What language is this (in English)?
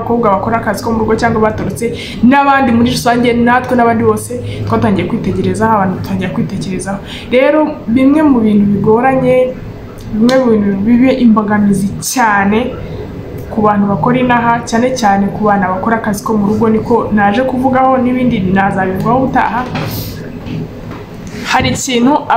Kinyarwanda